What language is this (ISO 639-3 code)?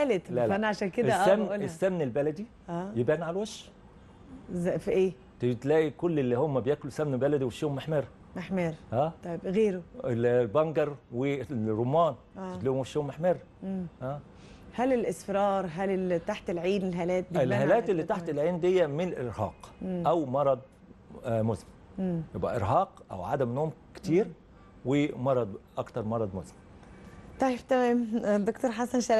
arz